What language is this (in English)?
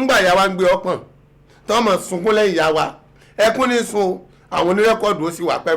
Yoruba